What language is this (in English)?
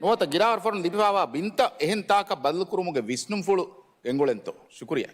Divehi